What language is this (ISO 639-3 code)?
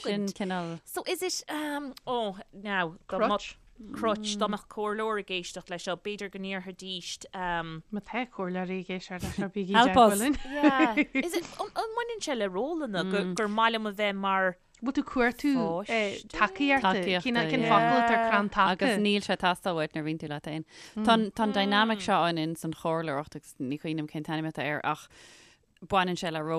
gle